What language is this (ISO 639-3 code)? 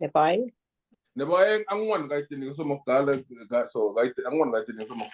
kln